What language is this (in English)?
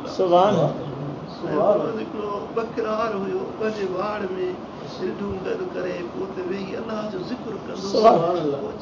Sindhi